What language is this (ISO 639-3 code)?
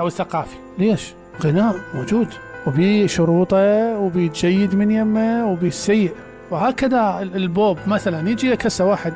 acm